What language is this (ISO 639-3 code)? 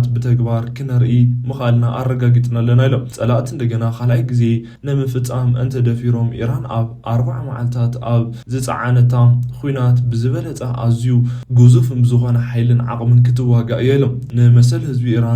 tir